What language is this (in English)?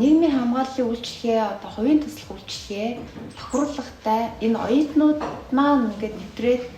Mongolian